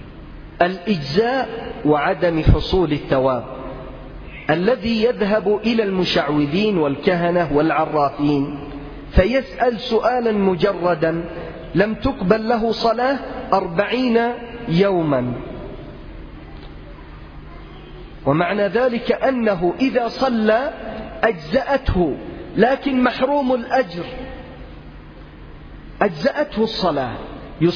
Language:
Arabic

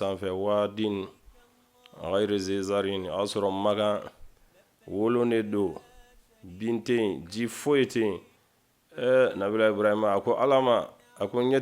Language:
Bambara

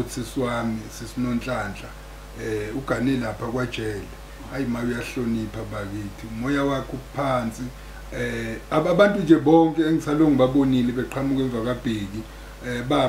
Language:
Zulu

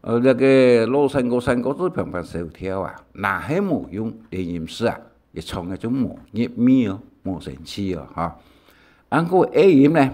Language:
Hakka Chinese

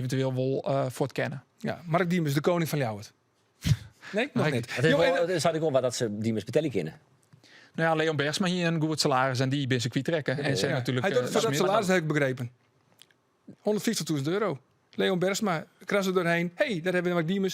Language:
Western Frisian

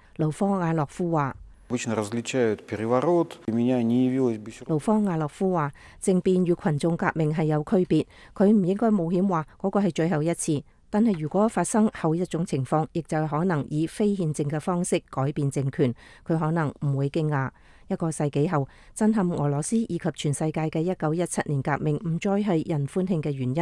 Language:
Cantonese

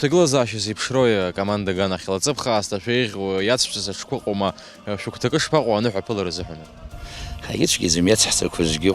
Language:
Abkhazian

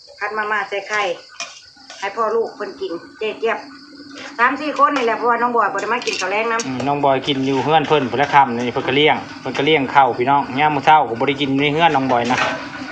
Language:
Northeastern Thai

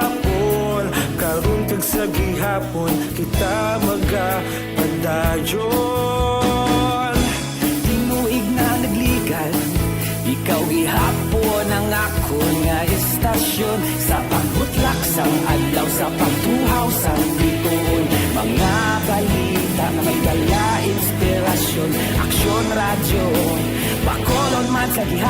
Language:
Hiligaynon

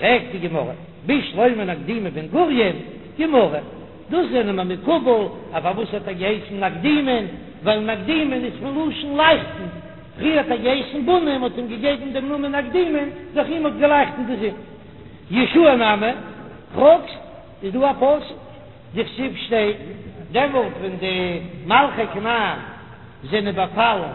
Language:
Yiddish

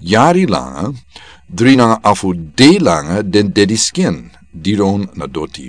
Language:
Sranan Tongo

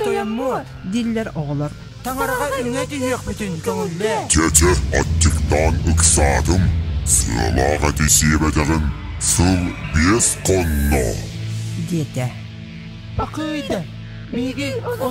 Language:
Yakut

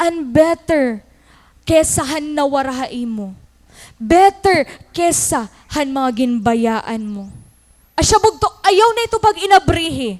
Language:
Waray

